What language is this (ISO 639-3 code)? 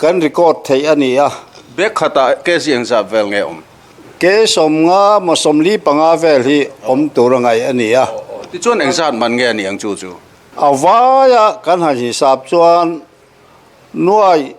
lus